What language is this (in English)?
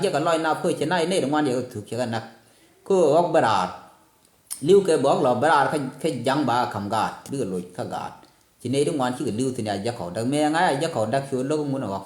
Nuer